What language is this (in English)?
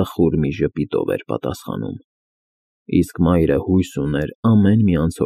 Armenian